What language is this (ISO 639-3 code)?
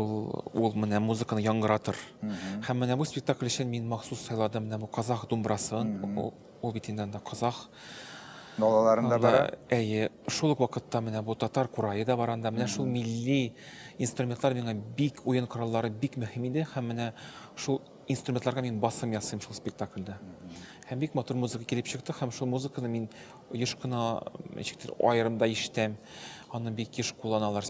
tat